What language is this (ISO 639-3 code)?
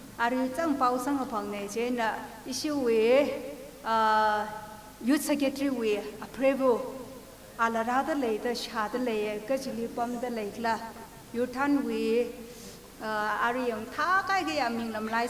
nmf